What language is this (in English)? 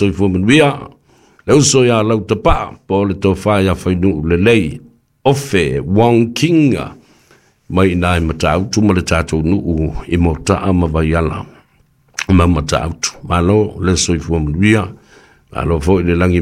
Samoan